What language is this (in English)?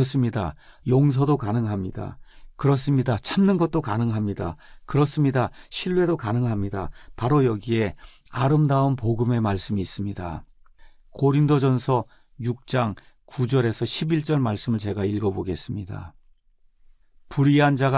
Korean